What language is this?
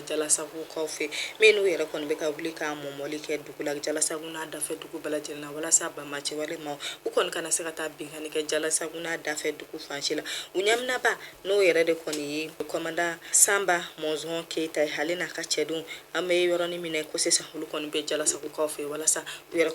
Bambara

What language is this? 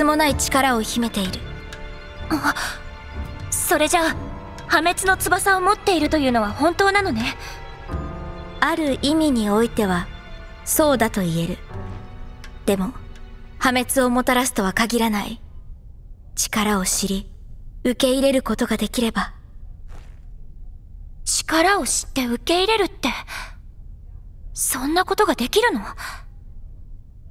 Japanese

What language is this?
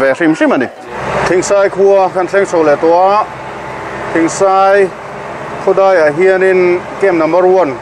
Mizo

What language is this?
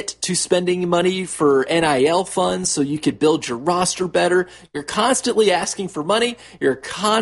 English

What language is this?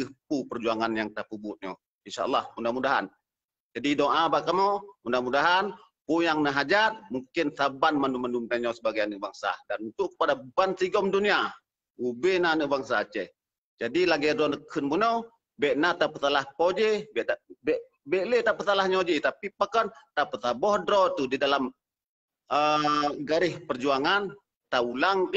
Achinese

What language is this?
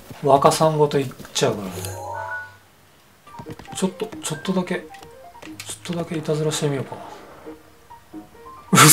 Japanese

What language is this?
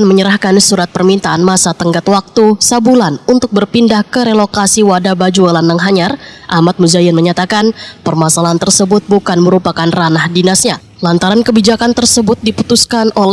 Banjar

